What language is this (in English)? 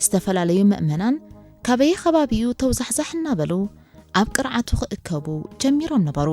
Tigrinya